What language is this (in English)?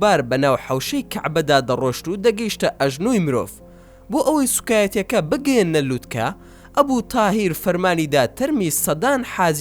Central Kurdish